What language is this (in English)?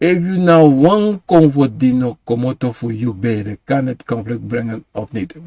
Sranan Tongo